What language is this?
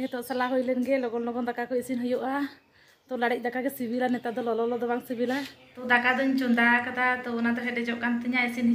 Santali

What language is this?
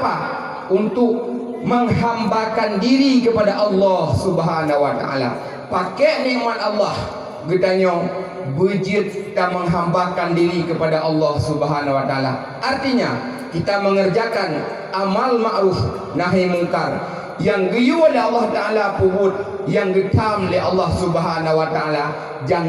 Achinese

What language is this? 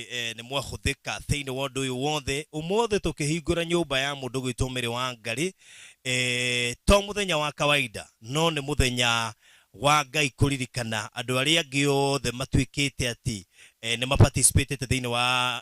Kikuyu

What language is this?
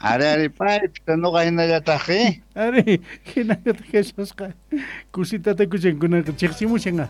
South Bolivian Quechua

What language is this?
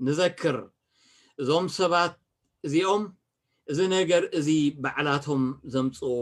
Tigrinya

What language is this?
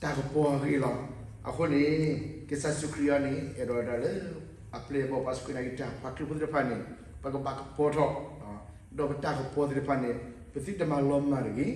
S'gaw Karen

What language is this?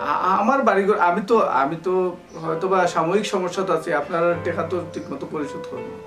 Sylheti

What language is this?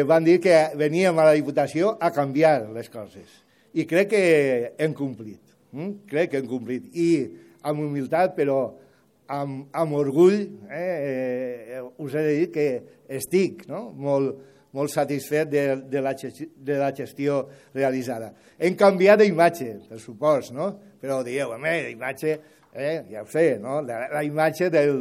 Catalan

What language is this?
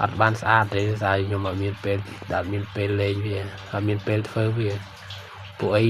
Khmer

